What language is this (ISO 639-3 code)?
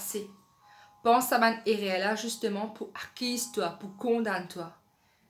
mfe